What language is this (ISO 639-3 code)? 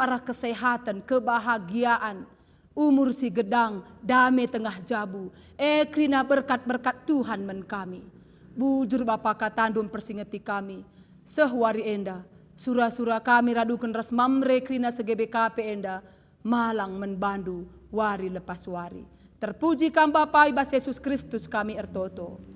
btx